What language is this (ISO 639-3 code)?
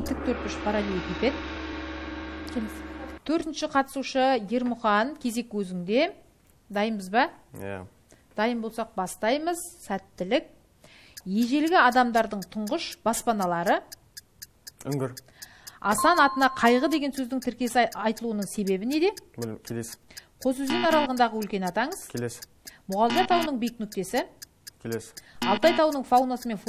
kaz